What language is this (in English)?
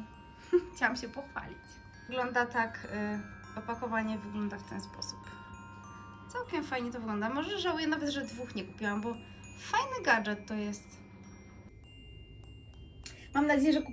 Polish